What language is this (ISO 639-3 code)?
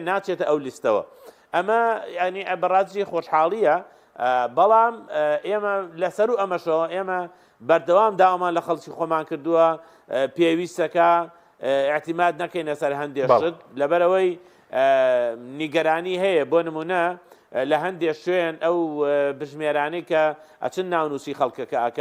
ckb